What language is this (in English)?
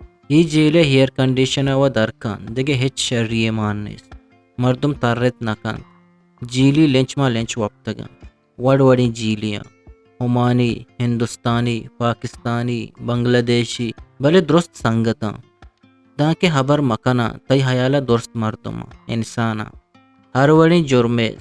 Eastern Balochi